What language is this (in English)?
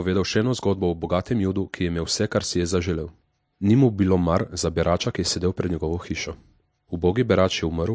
Slovenian